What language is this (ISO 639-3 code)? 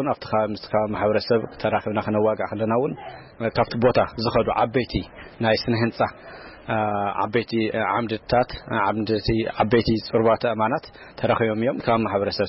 tir